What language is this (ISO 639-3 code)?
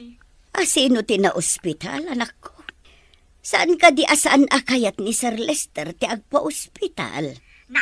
ilo